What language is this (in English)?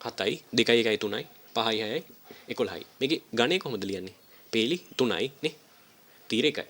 Sinhala